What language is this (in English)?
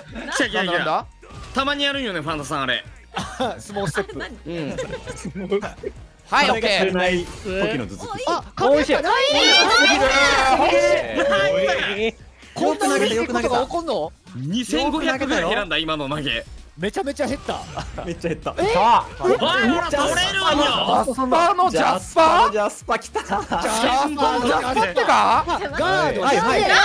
Japanese